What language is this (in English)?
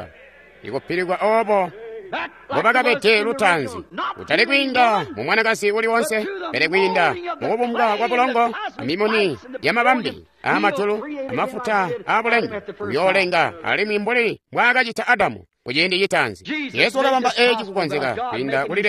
Tonga (Zambia)